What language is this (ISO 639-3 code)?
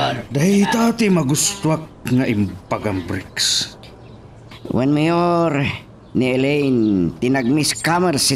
ilo